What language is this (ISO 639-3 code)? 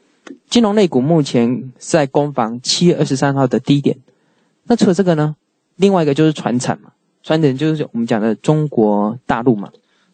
zho